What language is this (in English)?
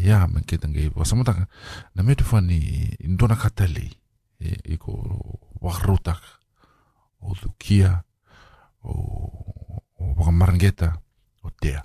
Fijian